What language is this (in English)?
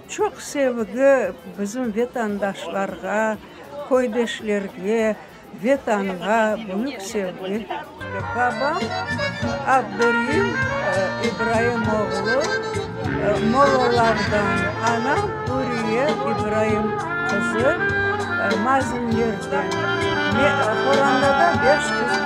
Crimean Tatar